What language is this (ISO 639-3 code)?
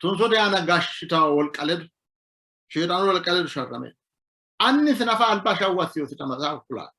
sid